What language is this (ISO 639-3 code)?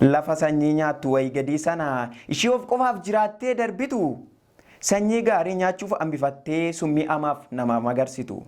orm